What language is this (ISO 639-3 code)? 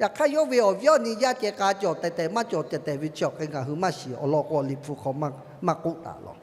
lhu